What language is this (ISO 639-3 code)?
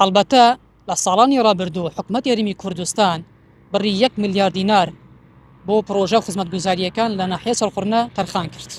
ckb